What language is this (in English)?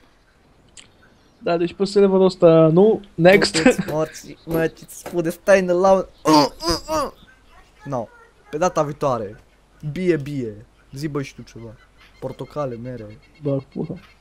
Romanian